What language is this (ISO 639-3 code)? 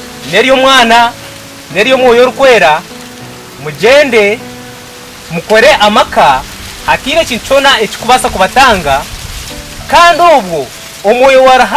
nyn